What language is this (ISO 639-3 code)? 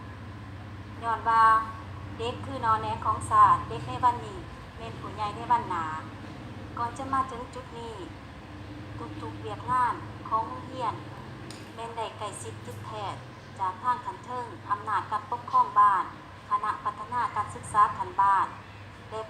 lao